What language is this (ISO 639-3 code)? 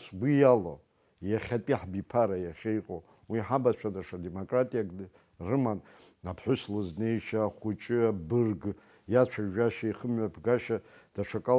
abk